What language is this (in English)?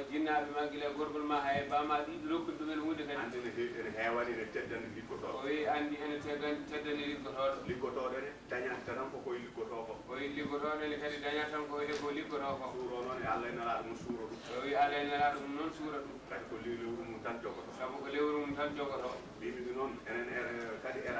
Fula